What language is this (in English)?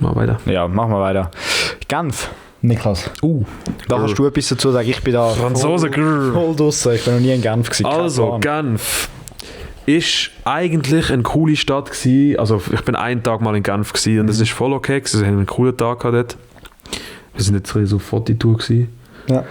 Swiss German